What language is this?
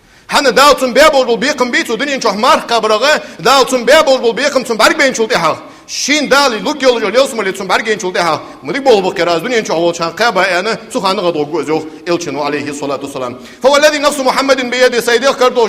Ingush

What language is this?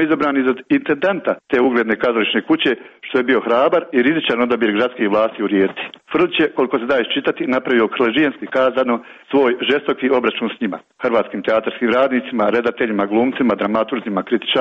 Croatian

